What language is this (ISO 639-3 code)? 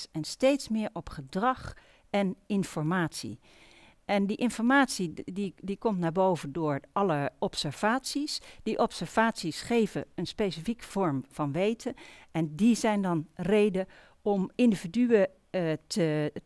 nld